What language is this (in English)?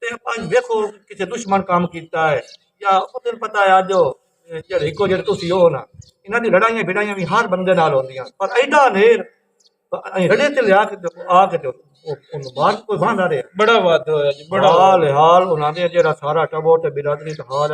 Western Panjabi